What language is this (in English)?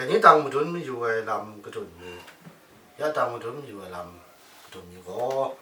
Kachin